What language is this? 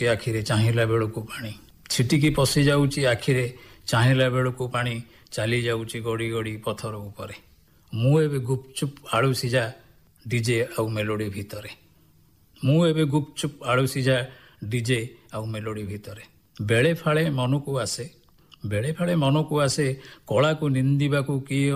Odia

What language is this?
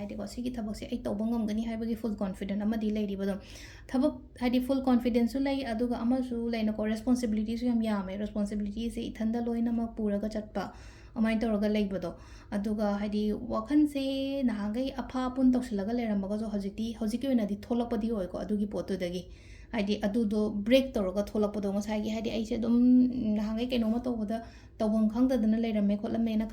Manipuri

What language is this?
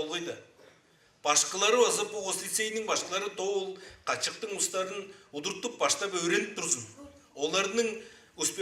Tuvinian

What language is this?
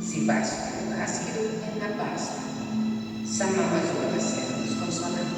Sardinian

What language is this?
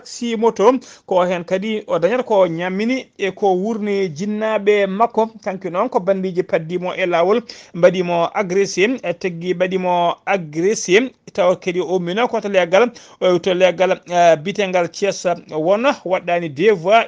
Fula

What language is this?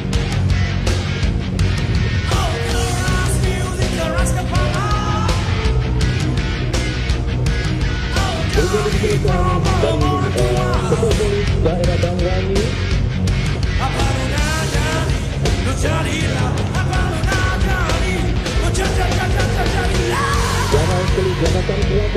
Malay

